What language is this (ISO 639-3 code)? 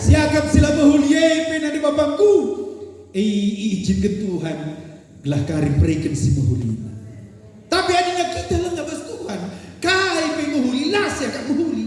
btx